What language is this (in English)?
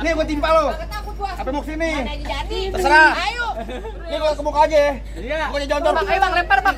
Betawi